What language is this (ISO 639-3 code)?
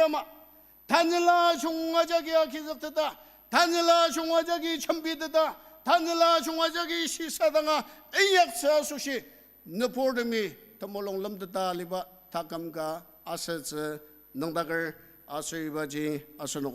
njo